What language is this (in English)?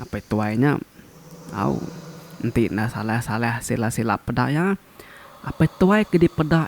Iban